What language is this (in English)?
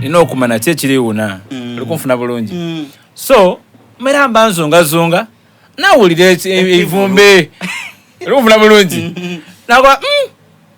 Soga